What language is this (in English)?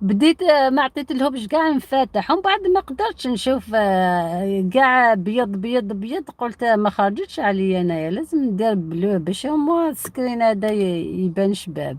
Algerian Arabic